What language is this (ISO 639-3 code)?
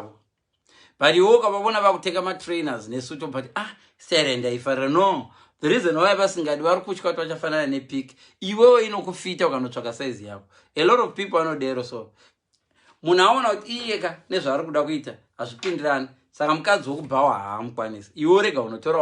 sna